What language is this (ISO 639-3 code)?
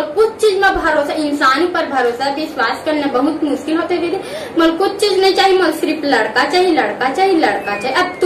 hne